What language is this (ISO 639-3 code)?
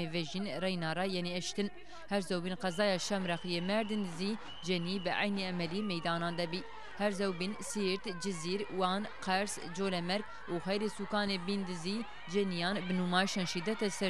zza